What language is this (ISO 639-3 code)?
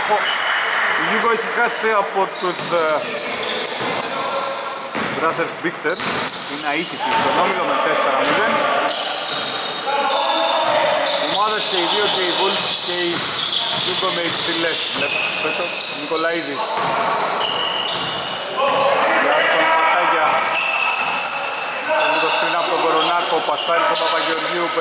ell